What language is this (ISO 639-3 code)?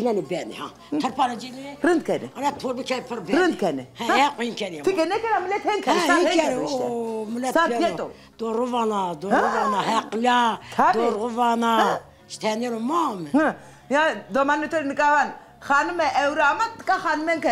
zza